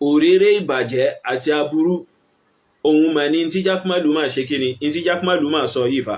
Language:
Yoruba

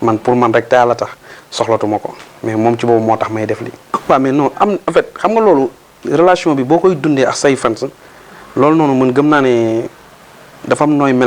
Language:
Wolof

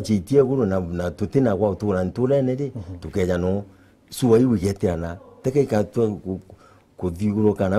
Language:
Meru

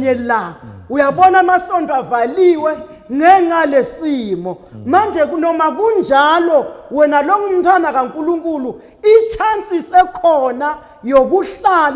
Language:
Zulu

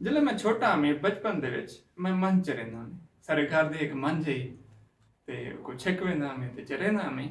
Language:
Saraiki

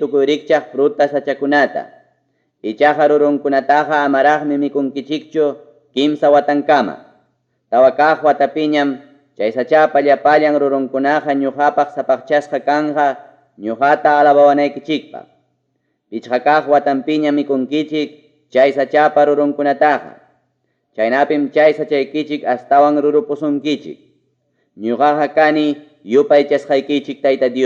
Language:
Ayacucho Quechua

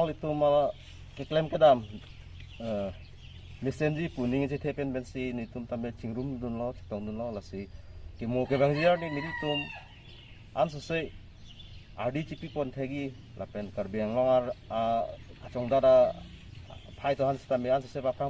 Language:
Karbi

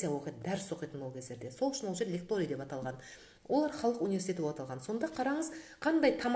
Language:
Kazakh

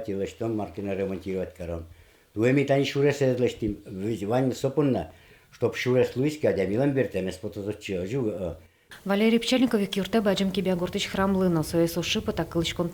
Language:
Udmurt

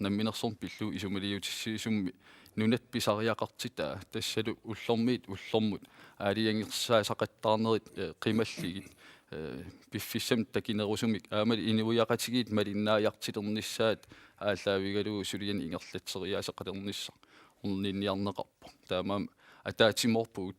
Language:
Kalaallisut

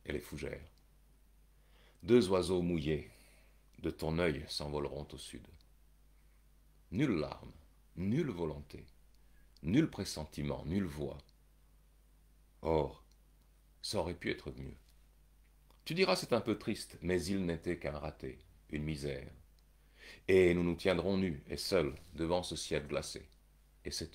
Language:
French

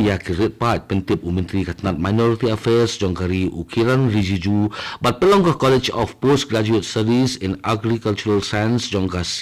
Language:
Khasi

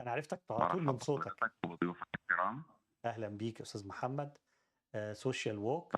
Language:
Egyptian Arabic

